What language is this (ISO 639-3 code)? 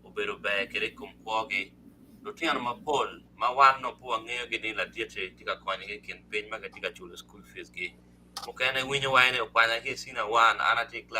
ach